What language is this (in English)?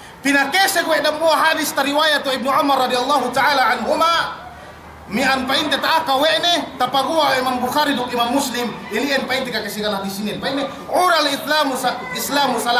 Yakan